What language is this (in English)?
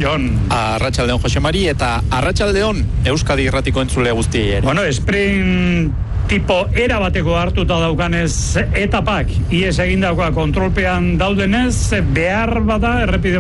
Basque